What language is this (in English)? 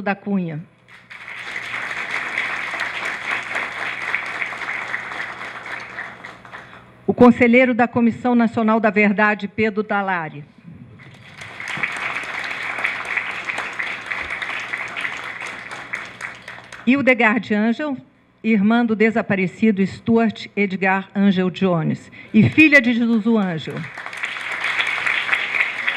Portuguese